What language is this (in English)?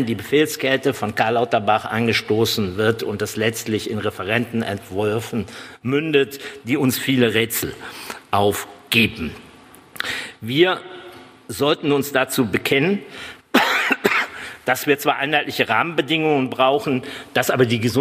German